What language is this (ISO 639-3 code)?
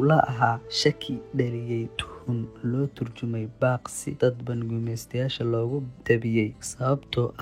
som